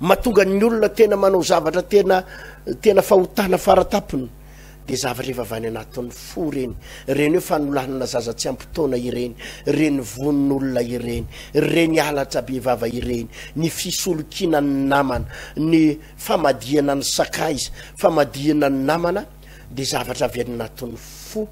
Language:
Malagasy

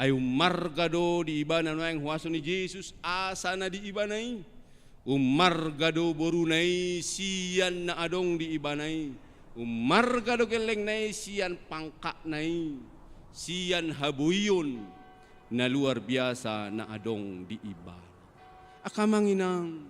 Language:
Batak Toba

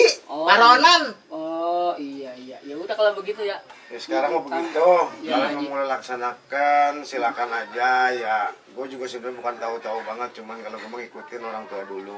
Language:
Betawi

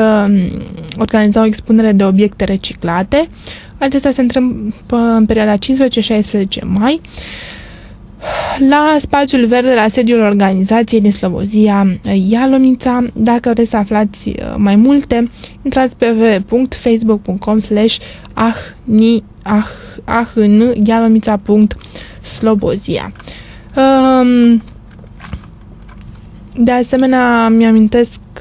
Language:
Romanian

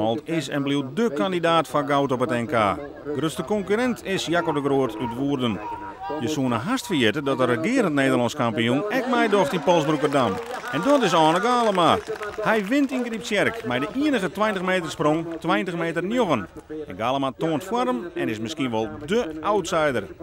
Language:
Western Frisian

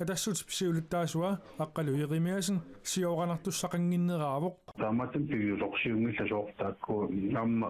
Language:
Kalaallisut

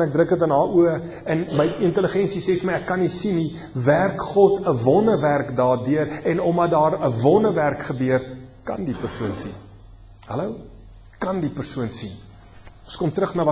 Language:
Afrikaans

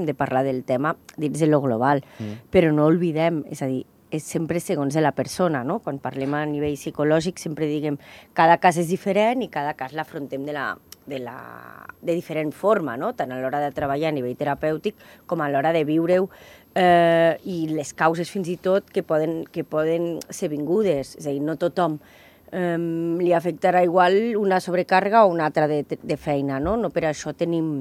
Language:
Catalan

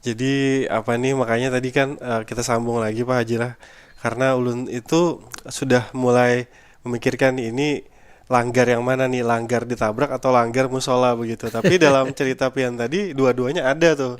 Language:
Banjar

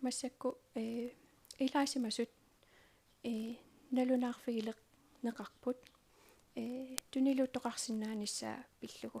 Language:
Kalaallisut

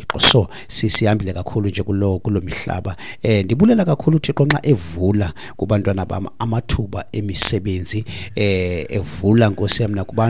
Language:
Xhosa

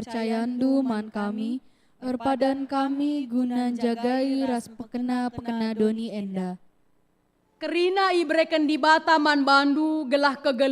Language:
Batak Karo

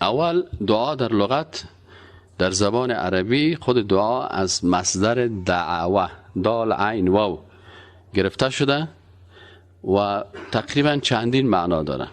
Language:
Persian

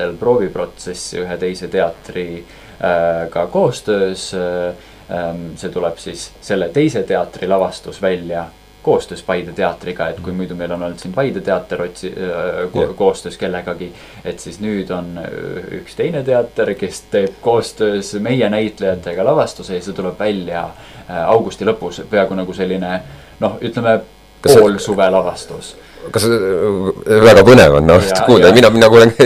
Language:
Estonian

